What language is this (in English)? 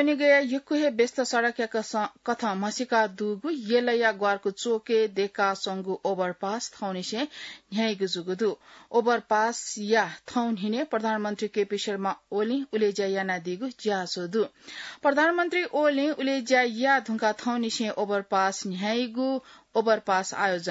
Newari